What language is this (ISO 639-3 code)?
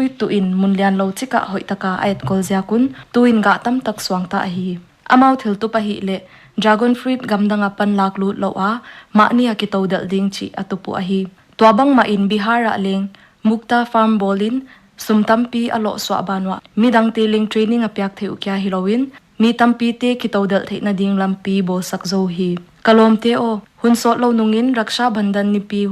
pck